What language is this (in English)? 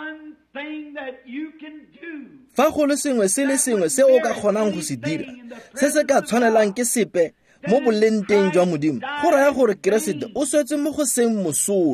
Tswana